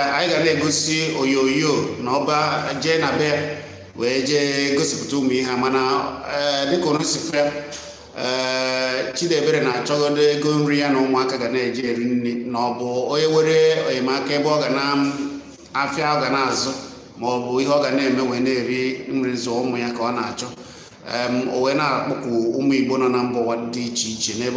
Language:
Igbo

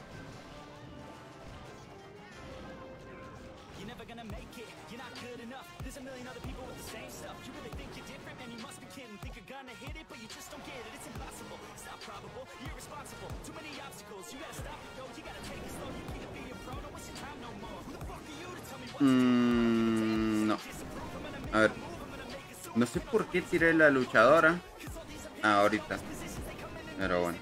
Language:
Spanish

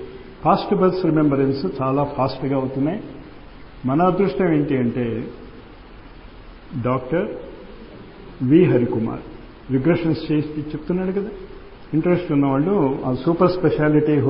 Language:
Telugu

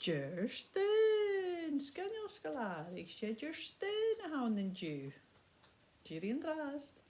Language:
Scottish Gaelic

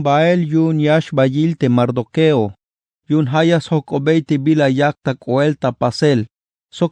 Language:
Tzeltal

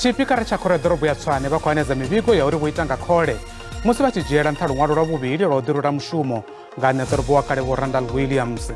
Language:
Venda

